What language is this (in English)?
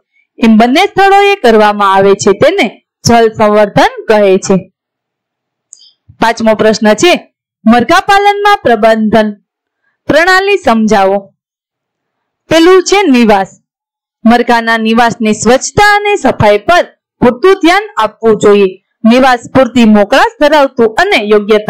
Gujarati